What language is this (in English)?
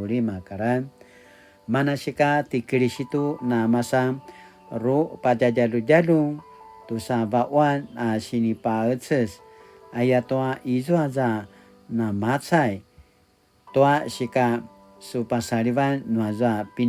Paiwan